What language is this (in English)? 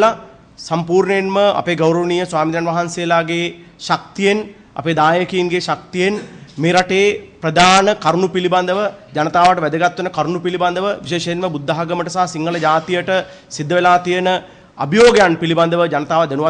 Sinhala